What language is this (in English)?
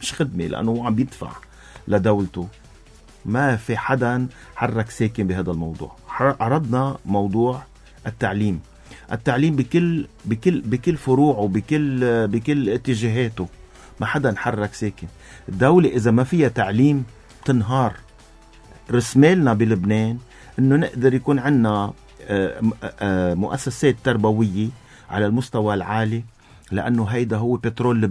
North Levantine Arabic